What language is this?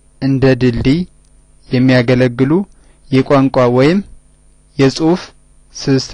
Amharic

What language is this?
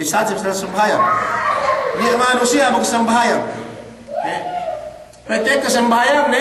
Yakan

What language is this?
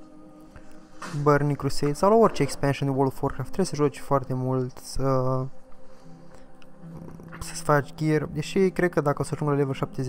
Romanian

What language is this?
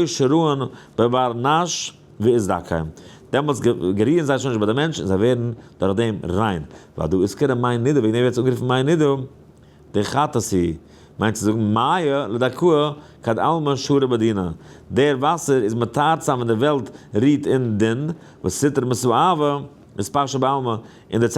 Yiddish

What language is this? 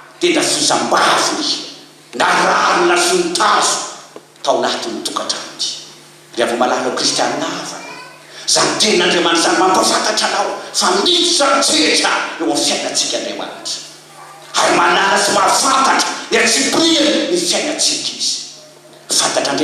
Malagasy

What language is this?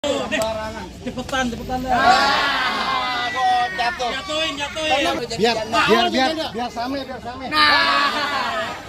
Betawi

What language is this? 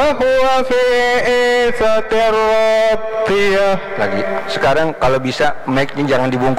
Indonesian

